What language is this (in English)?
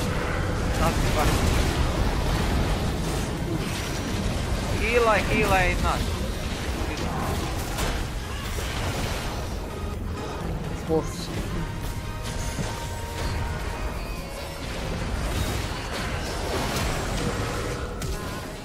Croatian